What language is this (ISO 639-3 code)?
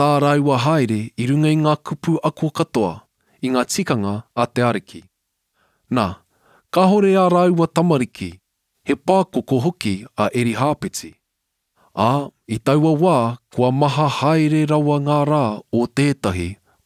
mri